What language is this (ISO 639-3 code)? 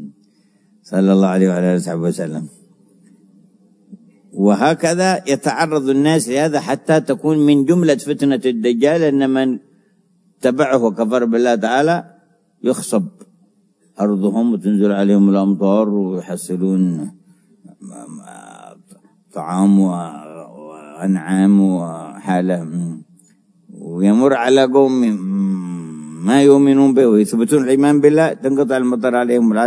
ara